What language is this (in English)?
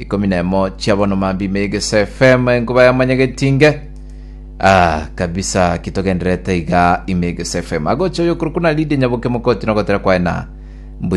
Gusii